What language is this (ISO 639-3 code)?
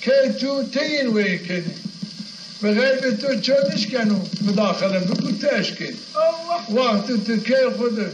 zza